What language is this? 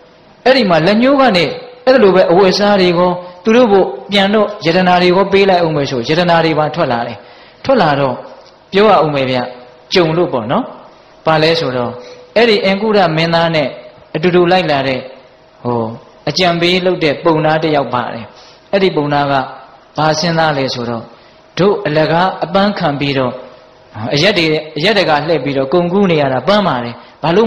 Burmese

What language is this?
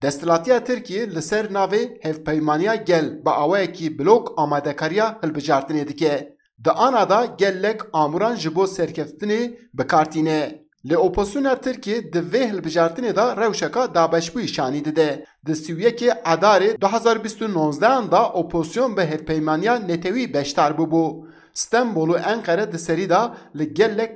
Kurdish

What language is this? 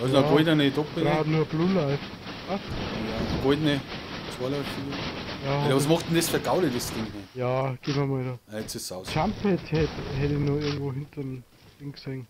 Bavarian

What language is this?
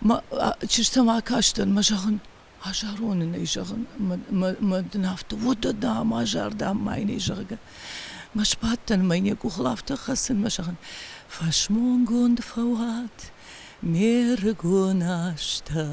Ossetic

